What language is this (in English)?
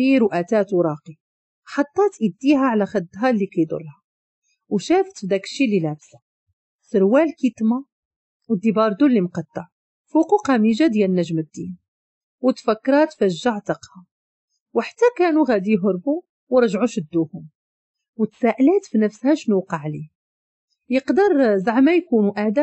Moroccan Arabic